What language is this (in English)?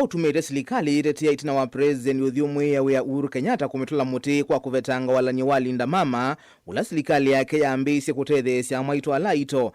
Kamba